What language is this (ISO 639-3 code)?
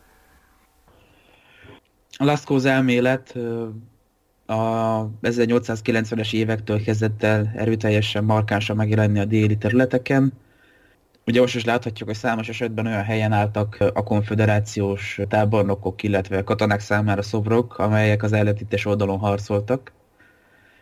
hun